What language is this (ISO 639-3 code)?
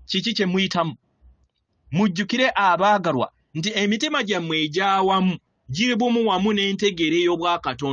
lug